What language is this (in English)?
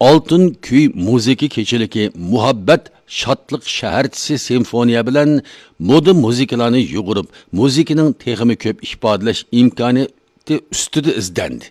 Uyghur